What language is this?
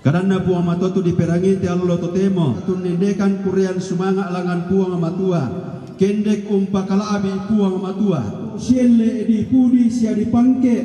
Toraja-Sa'dan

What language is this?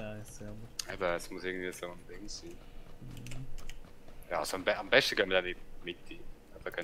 Swiss German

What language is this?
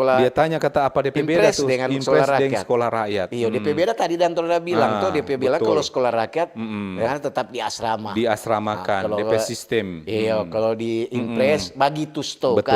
Manado Malay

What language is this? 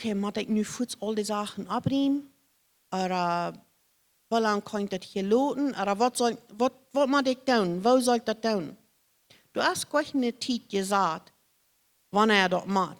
Plautdietsch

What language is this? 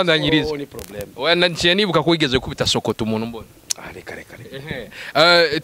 Rundi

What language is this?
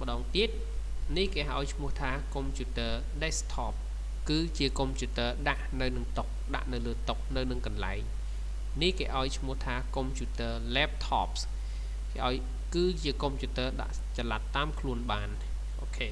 Khmer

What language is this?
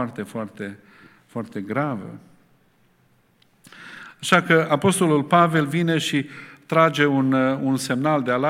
Romanian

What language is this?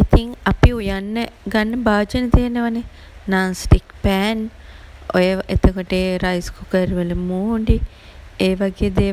Sinhala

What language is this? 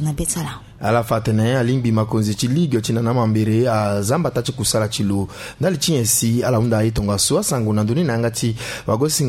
Sango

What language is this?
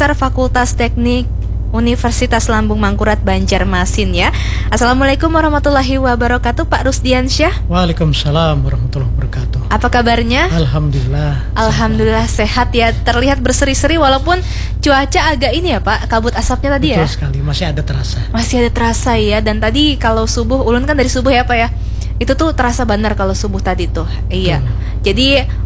Indonesian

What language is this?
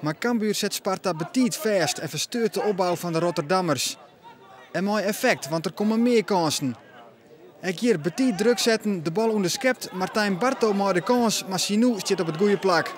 Western Frisian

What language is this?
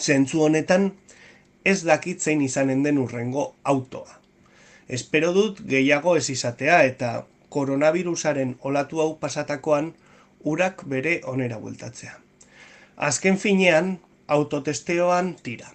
Basque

